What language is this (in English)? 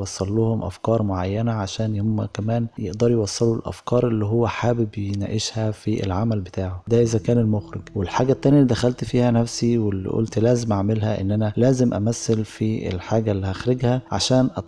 Egyptian Arabic